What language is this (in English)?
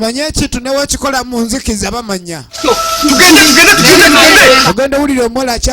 Ganda